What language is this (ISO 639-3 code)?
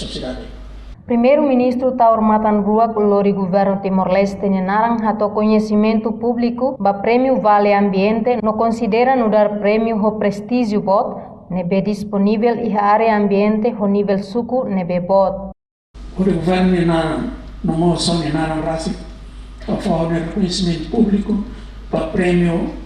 tet